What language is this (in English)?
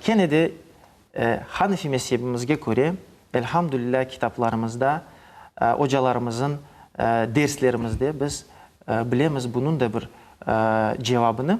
Crimean Tatar